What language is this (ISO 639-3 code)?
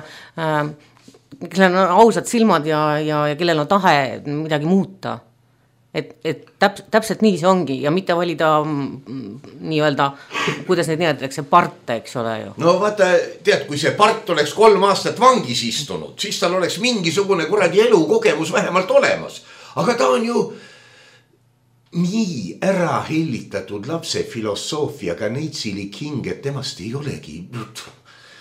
est